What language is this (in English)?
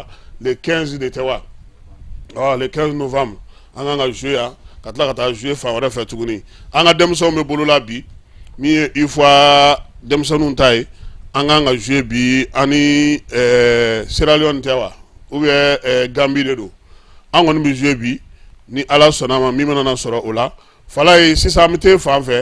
Bambara